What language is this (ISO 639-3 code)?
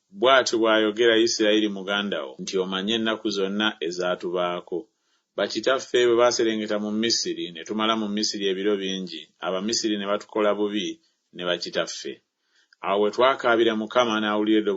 lug